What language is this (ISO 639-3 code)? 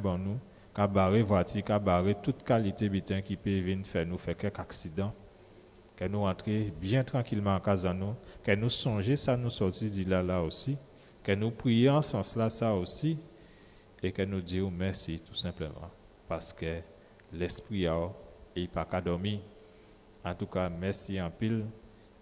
gcf